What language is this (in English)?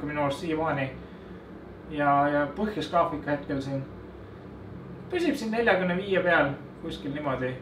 Estonian